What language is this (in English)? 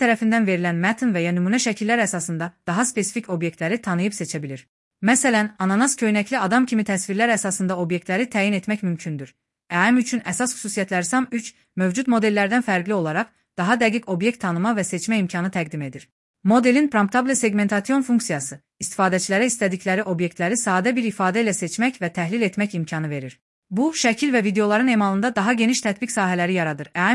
Azerbaijani